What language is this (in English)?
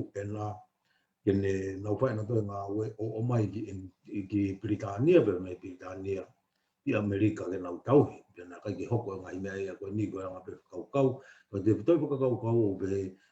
Tongan